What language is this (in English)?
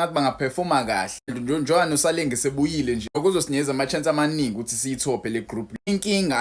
Zulu